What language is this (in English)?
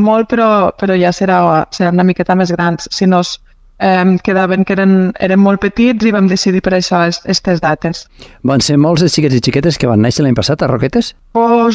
Catalan